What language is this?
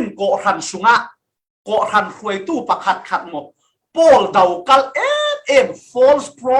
Falam Chin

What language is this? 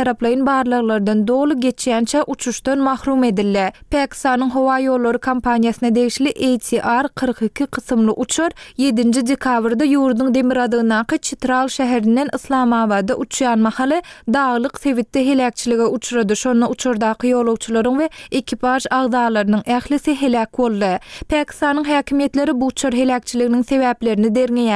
Turkmen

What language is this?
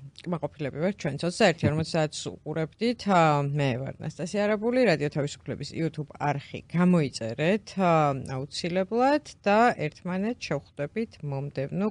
Georgian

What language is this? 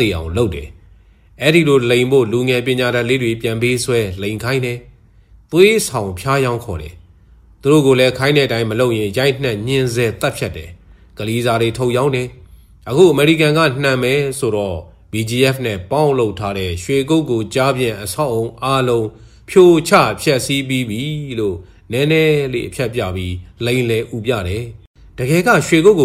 Burmese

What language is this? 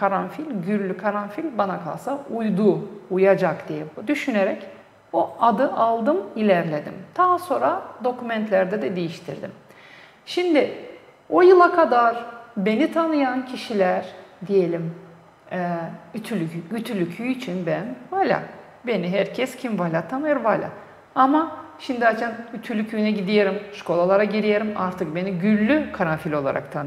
Gagauz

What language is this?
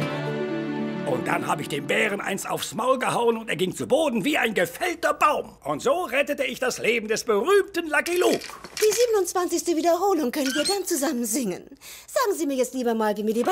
German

